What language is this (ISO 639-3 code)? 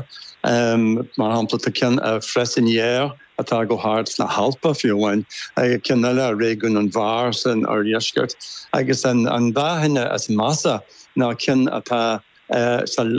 gle